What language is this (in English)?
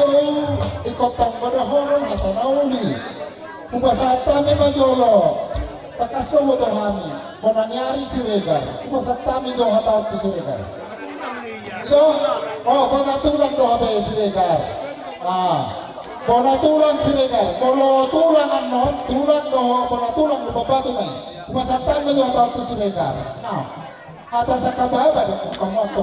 Batak Toba